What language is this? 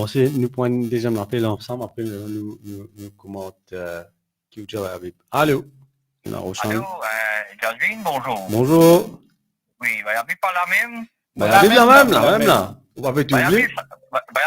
Morisyen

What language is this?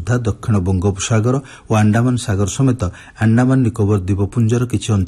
Odia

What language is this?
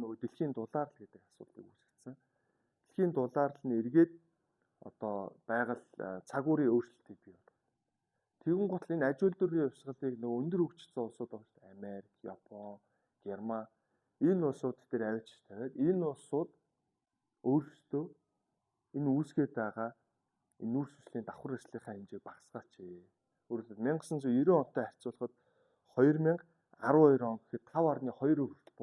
Mongolian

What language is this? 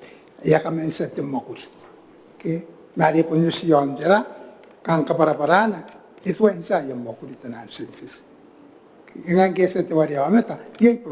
Gilbertese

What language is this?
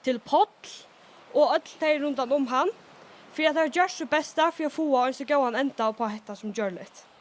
Faroese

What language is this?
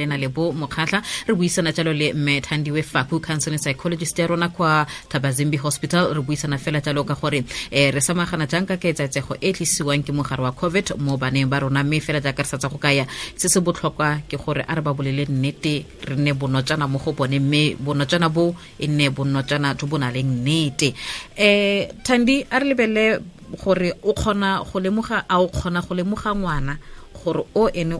Tswana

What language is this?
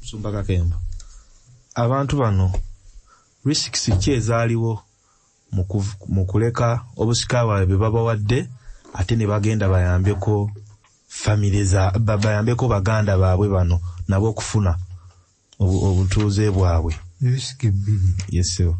Ganda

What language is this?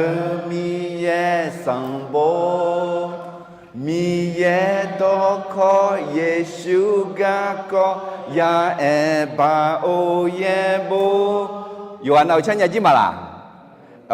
Akha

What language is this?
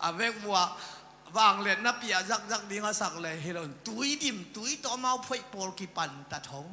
Tedim Chin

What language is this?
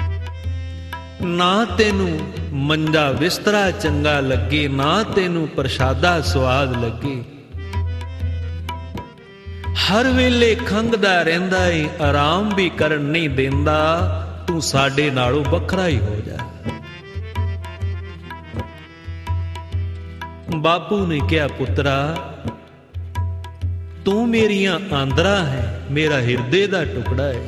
Punjabi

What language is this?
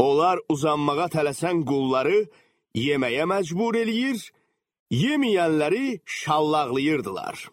Azerbaijani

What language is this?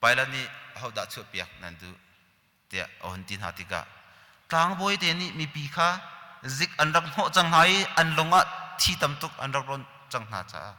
Hakha Chin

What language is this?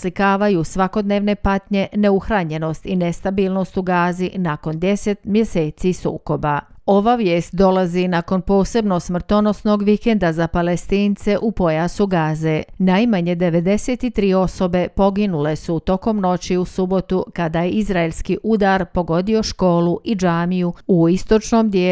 Bosnian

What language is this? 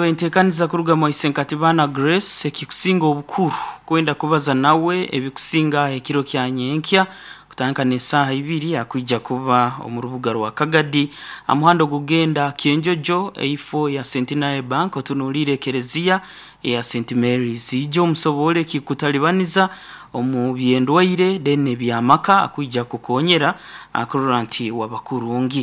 Nyoro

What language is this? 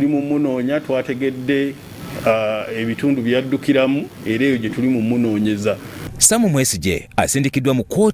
Ganda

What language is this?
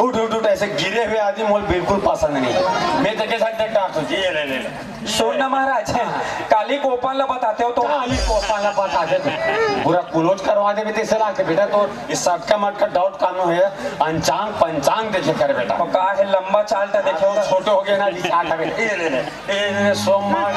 Chhattisgarhi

